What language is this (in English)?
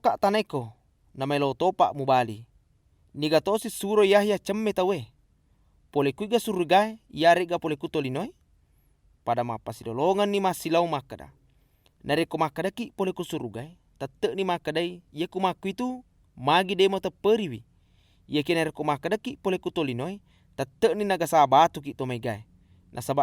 Buginese